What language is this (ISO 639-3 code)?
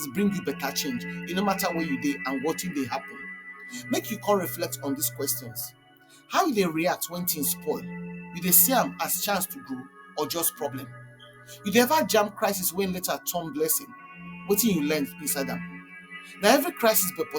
pcm